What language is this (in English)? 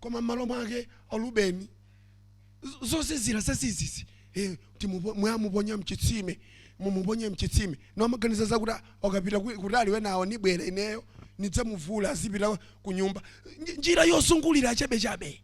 Nyanja